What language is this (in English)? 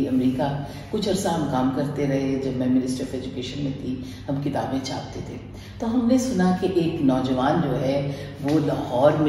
Urdu